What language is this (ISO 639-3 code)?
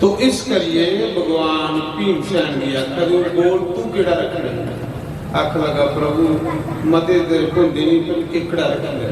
doi